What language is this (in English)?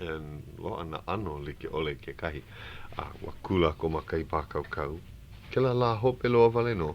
Hawaiian